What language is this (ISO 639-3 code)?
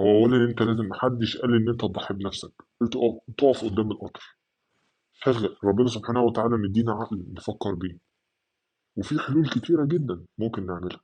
arz